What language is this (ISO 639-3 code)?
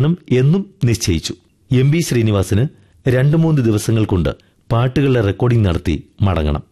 mal